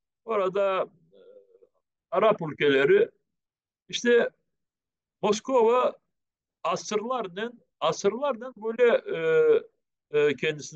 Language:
Crimean Tatar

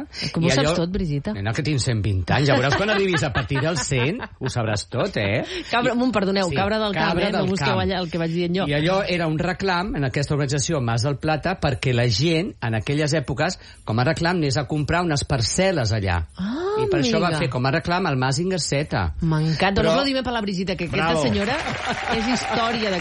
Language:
Catalan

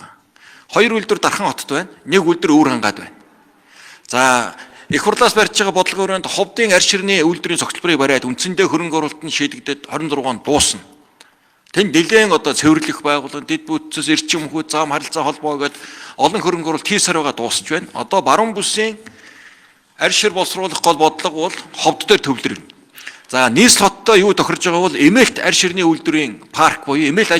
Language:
Mongolian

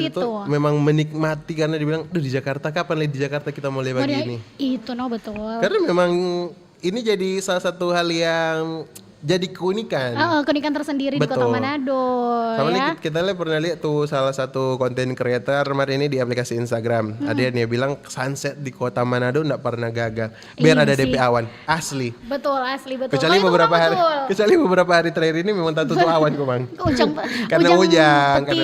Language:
Manado Malay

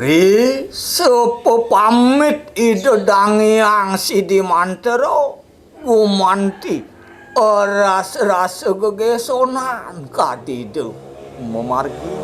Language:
Balinese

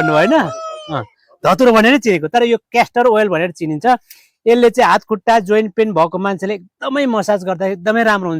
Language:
Nepali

